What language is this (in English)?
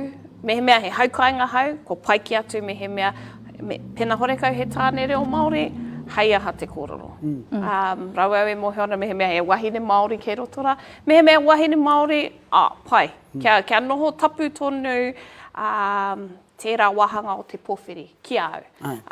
Māori